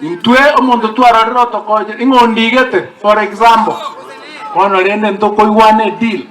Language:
Gusii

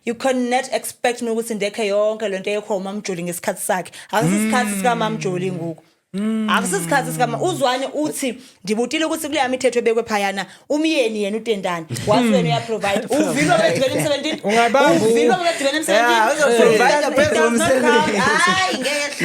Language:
Zulu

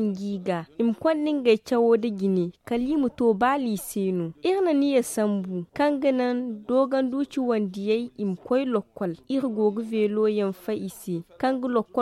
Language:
Zarma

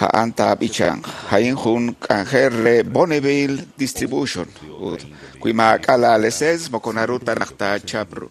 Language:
Kekchí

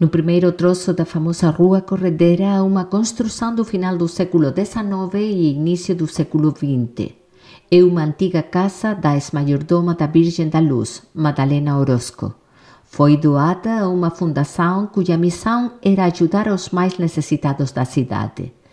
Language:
Galician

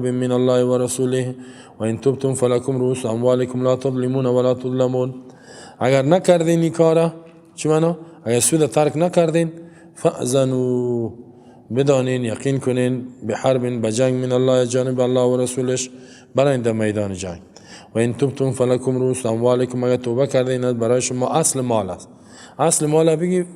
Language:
Persian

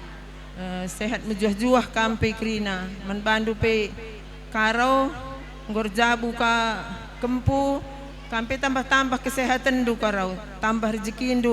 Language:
Batak Karo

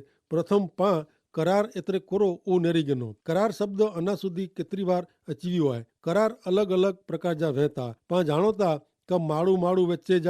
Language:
Kachhi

